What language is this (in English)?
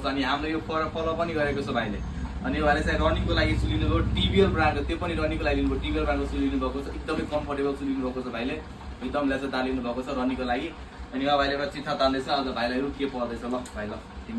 Nepali